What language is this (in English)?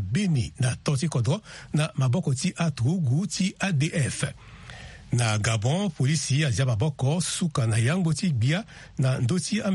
Sango